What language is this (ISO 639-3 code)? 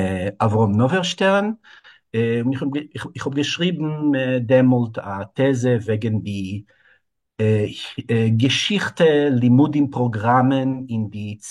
yid